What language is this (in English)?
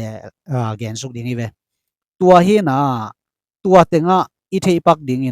Tedim Chin